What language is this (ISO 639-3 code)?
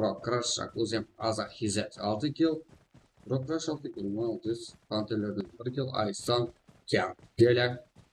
kaa